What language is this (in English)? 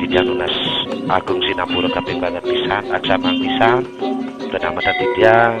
Balinese